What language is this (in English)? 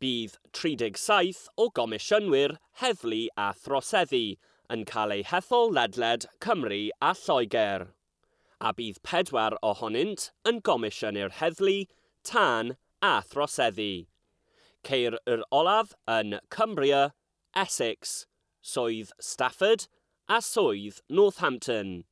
Welsh